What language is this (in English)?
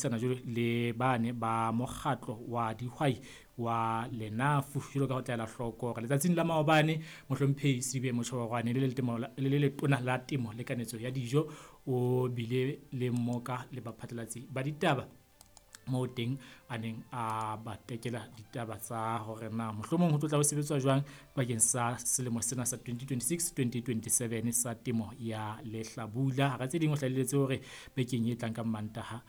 Southern Sotho